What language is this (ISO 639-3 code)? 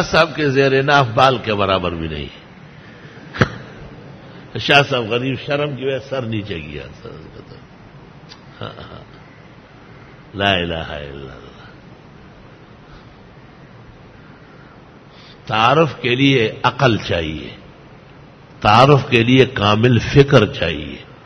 urd